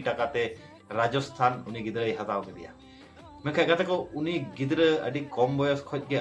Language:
Santali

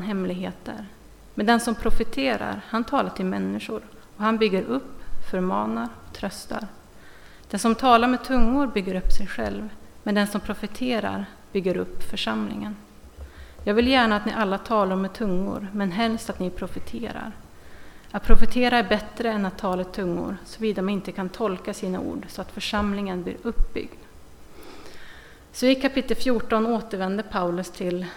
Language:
Swedish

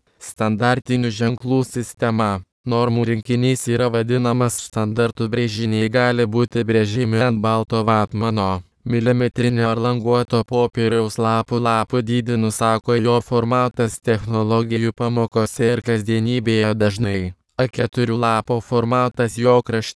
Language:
Lithuanian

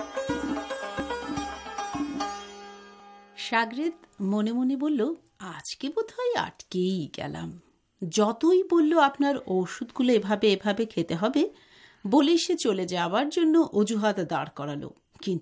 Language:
Bangla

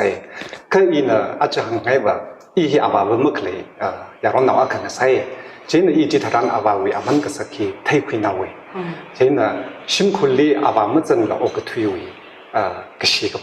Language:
Tangkhul Naga (India)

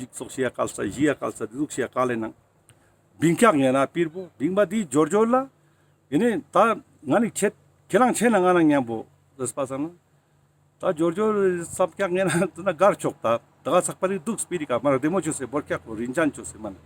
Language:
Ladakhi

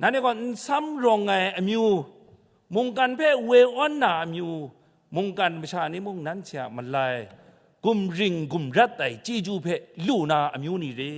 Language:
Kachin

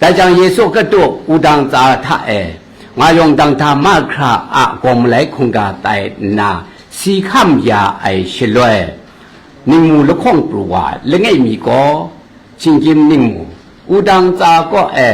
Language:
Kachin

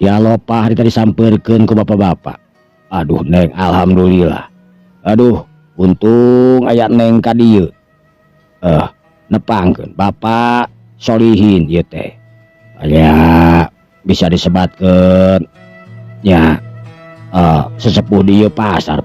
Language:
Sundanese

